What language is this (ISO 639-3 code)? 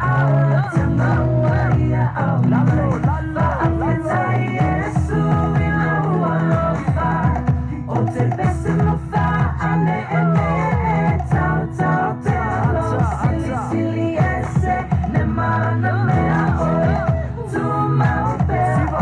ton